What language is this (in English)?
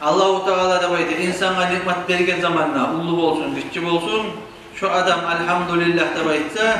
Kumyk